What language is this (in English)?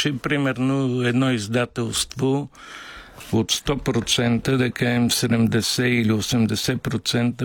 Bulgarian